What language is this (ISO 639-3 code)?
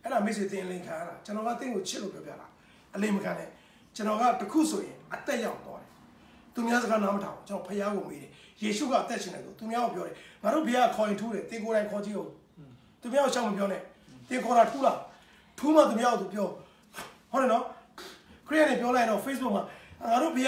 mya